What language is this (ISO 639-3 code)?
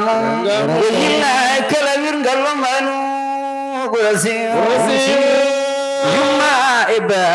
ful